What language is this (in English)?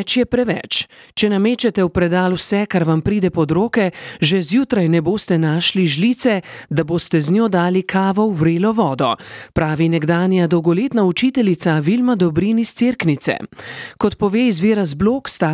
Slovenian